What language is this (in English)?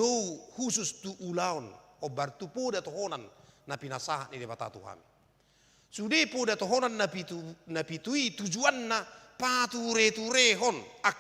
Batak Toba